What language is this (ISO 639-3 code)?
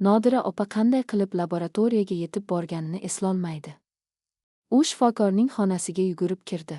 uzb